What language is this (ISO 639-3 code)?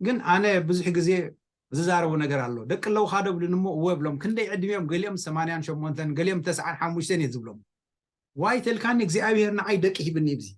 tir